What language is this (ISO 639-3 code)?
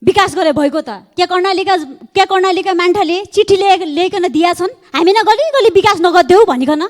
nep